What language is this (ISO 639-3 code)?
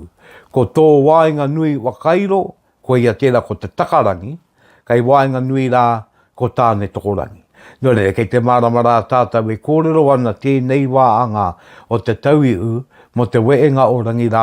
mri